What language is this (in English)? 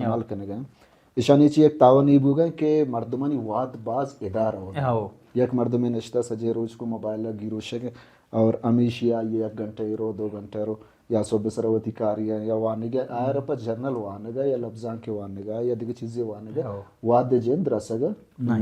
Baluchi